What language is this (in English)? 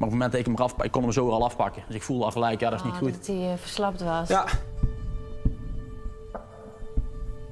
Dutch